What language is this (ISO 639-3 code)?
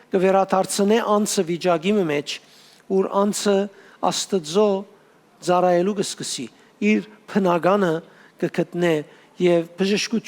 hyw